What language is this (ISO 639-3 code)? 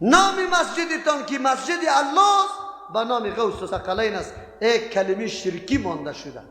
fas